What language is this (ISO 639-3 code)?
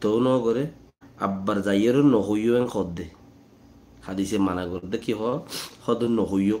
rhg